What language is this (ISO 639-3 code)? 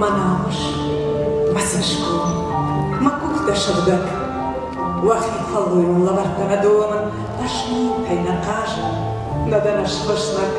oss